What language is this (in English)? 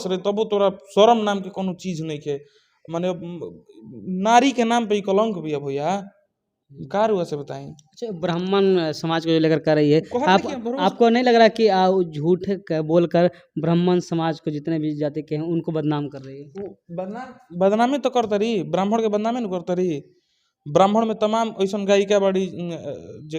Bhojpuri